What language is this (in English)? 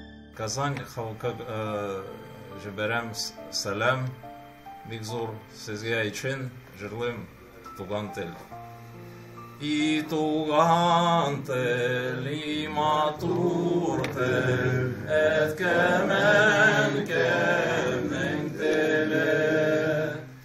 Tatar